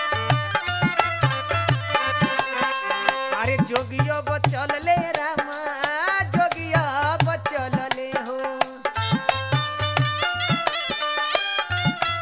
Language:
Bhojpuri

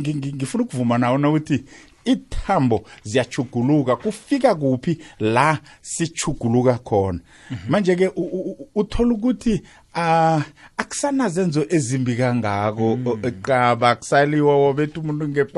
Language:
South Ndebele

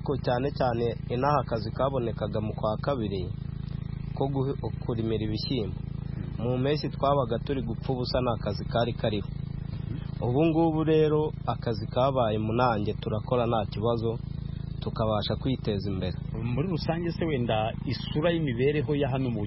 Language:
Kinyarwanda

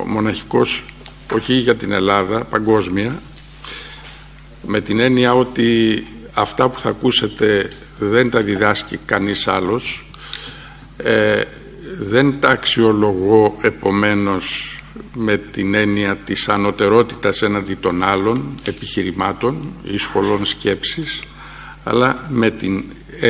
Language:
Greek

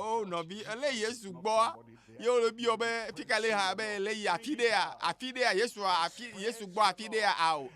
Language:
Ewe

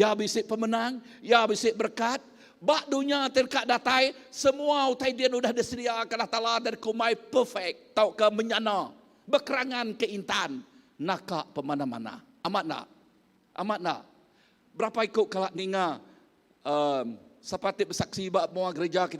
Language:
Iban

